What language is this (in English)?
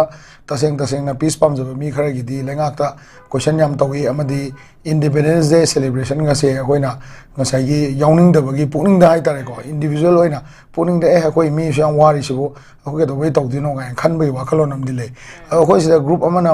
Manipuri